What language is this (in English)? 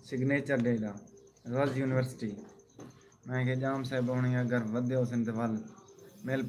Saraiki